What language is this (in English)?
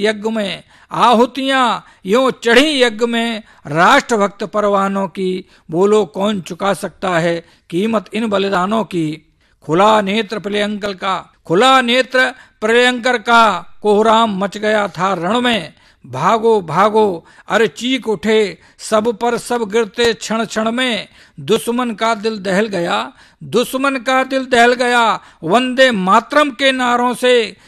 Hindi